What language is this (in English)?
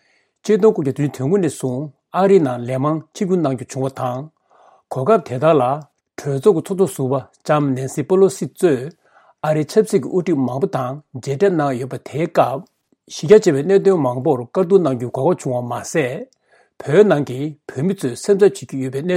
Tibetan